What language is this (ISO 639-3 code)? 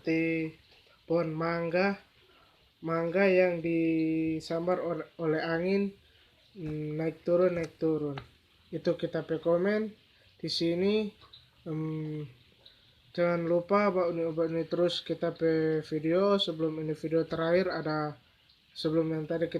xmm